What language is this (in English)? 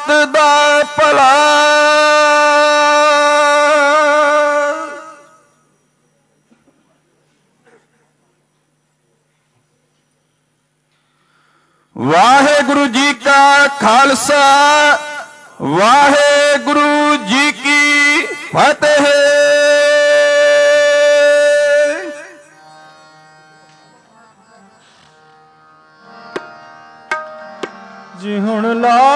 Punjabi